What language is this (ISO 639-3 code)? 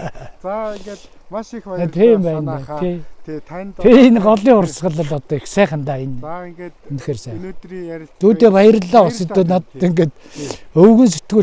mon